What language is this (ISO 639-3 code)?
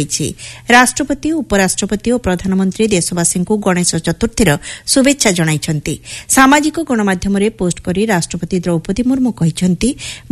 ori